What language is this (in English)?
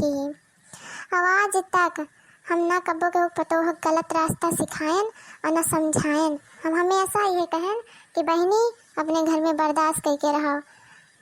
Awadhi